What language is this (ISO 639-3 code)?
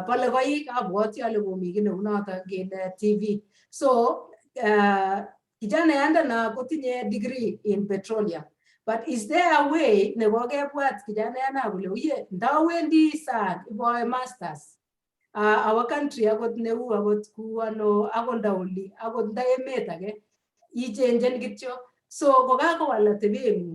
kln